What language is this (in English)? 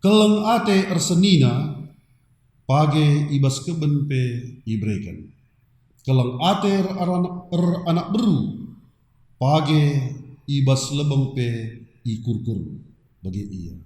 Batak Karo